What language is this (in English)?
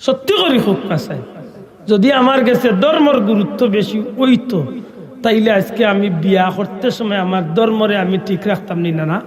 Sylheti